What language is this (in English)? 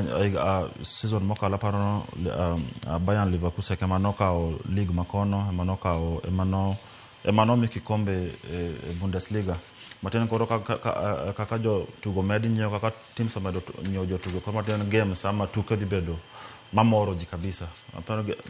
Luo (Kenya and Tanzania)